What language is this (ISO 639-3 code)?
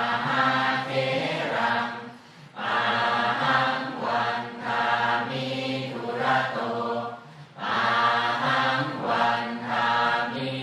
pli